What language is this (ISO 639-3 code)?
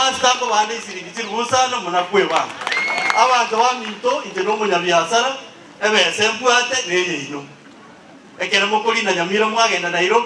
guz